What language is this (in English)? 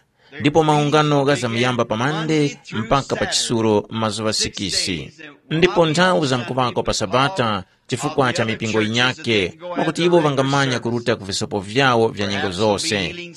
Tumbuka